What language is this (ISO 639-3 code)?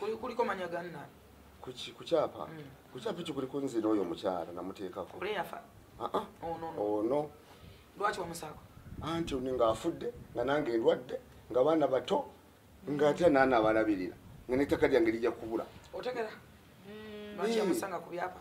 lug